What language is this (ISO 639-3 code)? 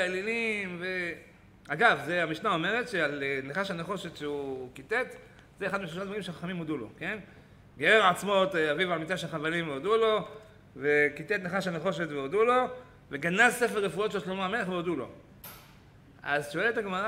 heb